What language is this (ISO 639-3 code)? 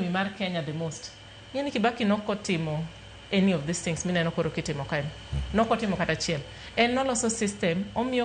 luo